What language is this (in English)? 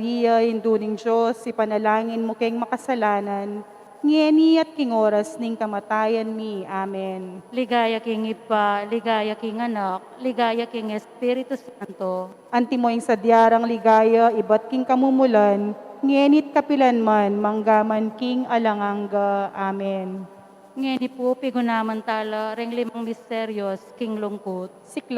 Pampanga